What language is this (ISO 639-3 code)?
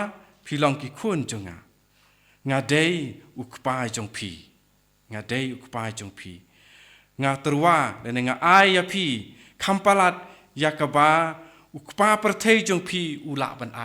kha